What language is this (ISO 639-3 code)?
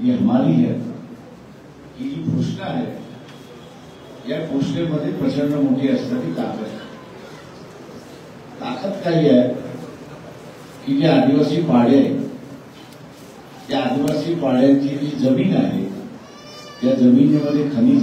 mar